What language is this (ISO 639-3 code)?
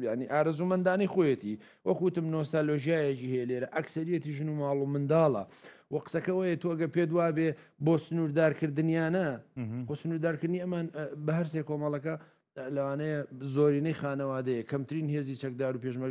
ckb